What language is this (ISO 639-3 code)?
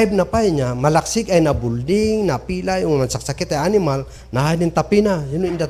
kne